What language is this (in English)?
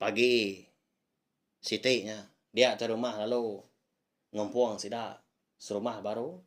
Iban